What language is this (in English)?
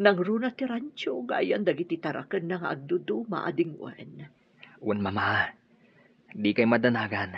Iloko